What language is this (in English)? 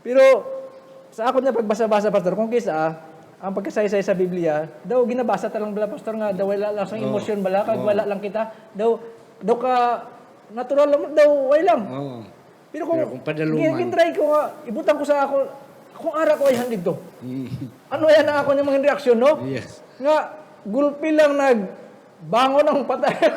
Hiligaynon